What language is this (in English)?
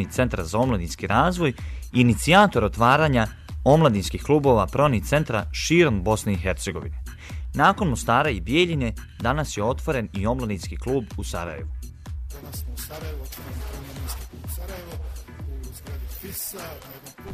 Bosnian